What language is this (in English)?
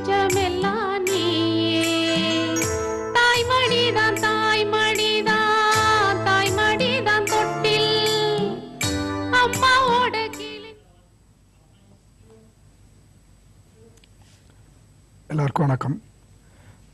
Tamil